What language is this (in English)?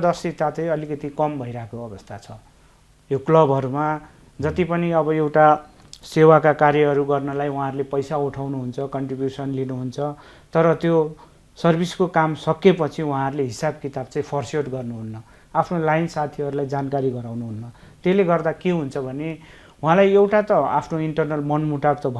Nepali